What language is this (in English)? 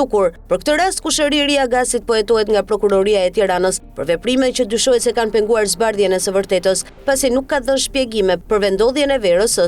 Albanian